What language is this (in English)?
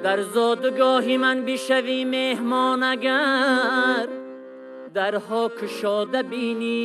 Tajik